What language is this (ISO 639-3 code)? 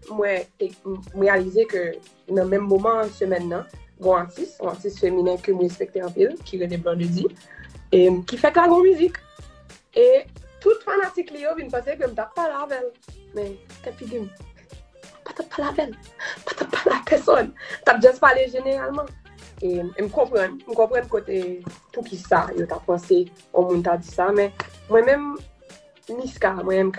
hat